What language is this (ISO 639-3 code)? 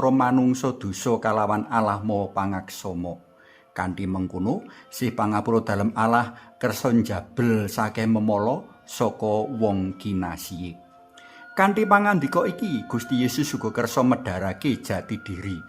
jav